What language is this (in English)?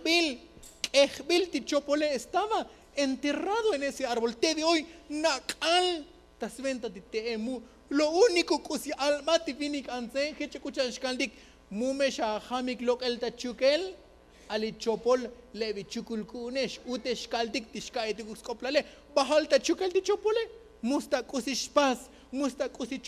Tzotzil